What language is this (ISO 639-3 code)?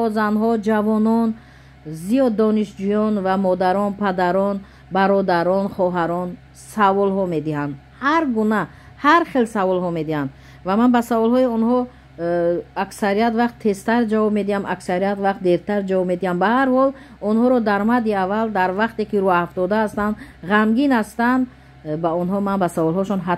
tgk